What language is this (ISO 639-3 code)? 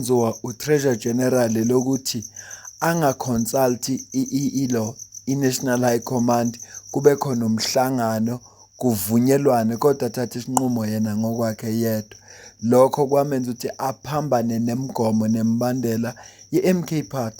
zul